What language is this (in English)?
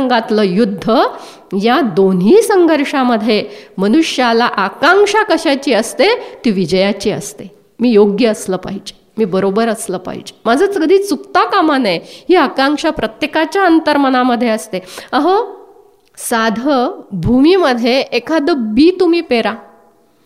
Marathi